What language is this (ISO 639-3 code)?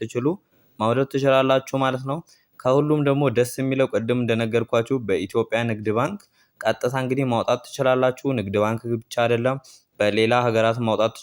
amh